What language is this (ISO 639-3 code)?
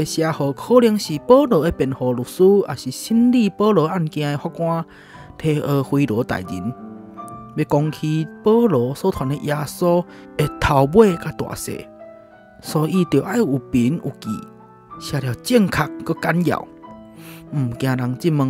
nan